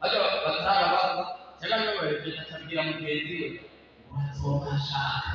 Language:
Rundi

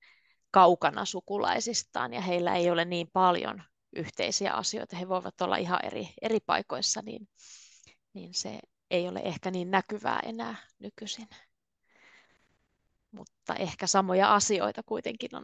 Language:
Finnish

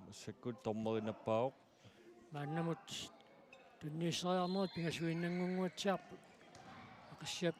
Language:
Kalaallisut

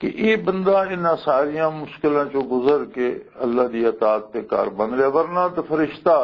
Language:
Western Panjabi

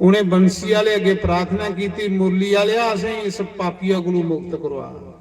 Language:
Dogri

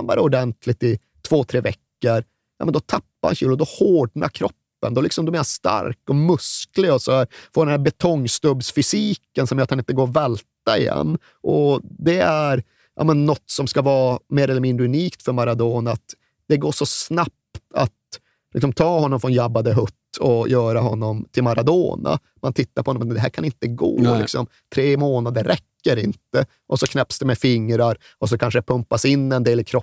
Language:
Swedish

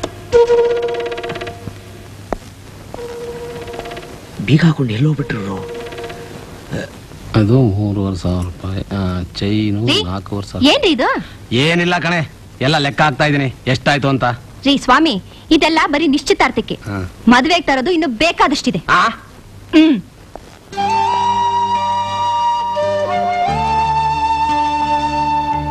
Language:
Kannada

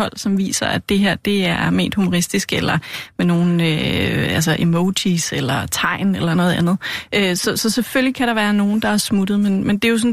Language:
Danish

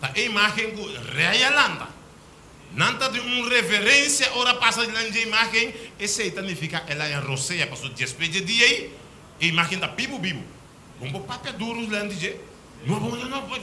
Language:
Papiamento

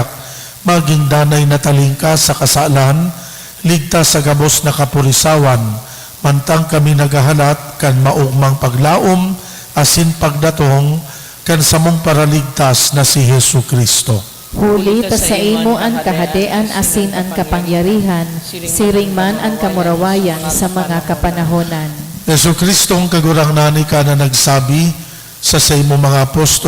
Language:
Bikol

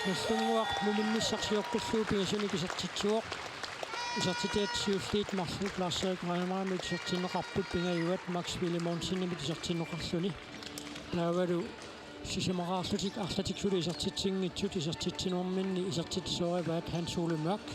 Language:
Kalaallisut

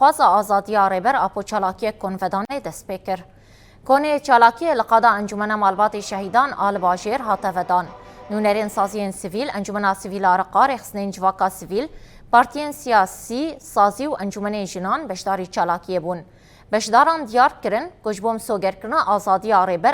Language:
Kurdish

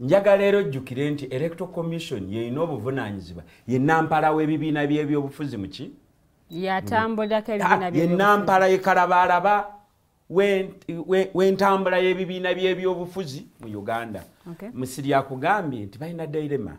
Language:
Ganda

